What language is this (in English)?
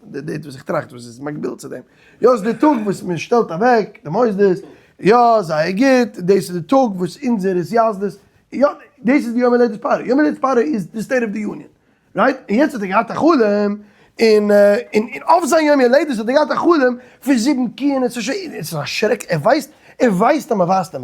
Yiddish